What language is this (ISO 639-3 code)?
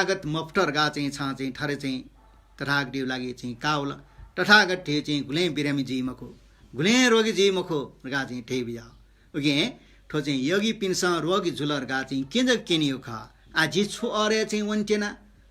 new